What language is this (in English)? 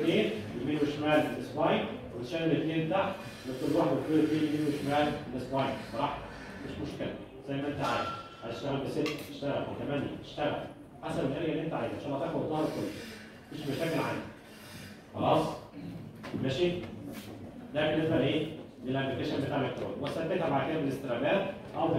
Egyptian Arabic